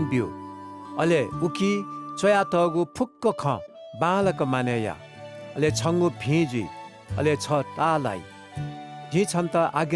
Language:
Newari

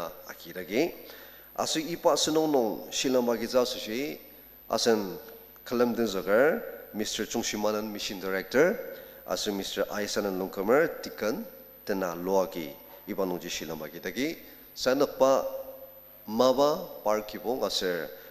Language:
Ao Naga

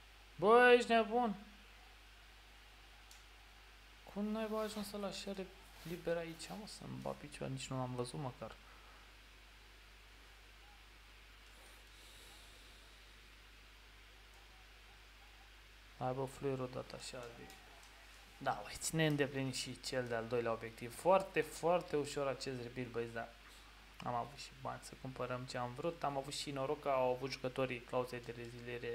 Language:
Romanian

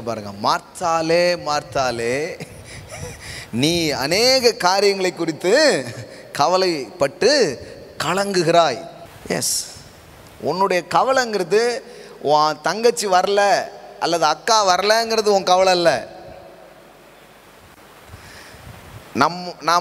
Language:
Tamil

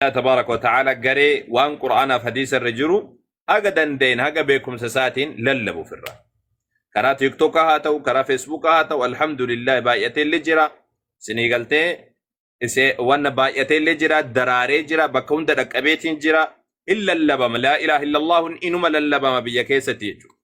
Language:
Oromo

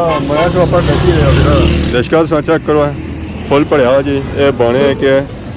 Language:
Pahari-Potwari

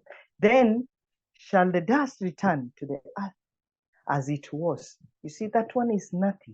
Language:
English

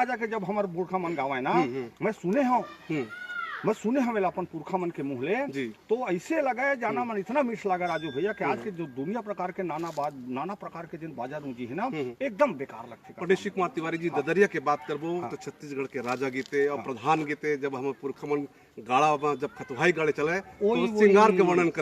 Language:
Chhattisgarhi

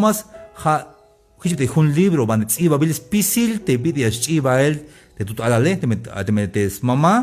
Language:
Tzeltal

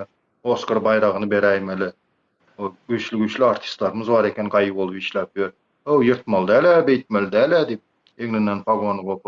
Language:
Turkmen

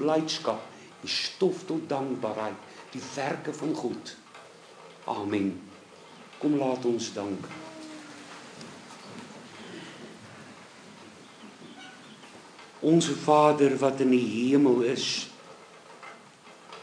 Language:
Afrikaans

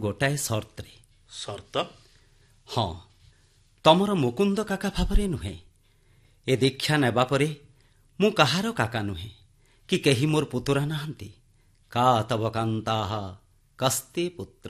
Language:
Odia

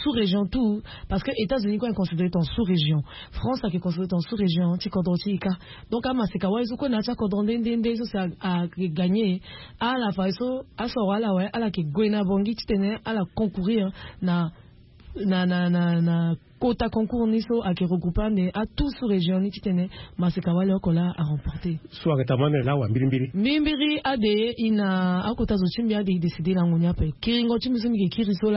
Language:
Sango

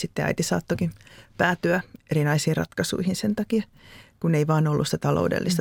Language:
Finnish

